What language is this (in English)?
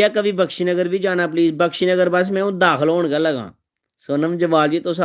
Dogri